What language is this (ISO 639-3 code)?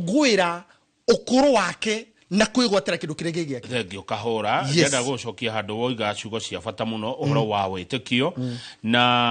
kik